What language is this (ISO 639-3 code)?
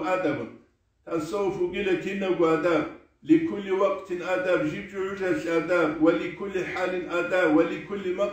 ava